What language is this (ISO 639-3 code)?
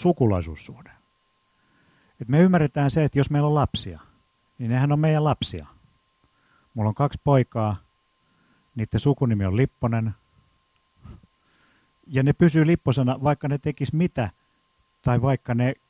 fin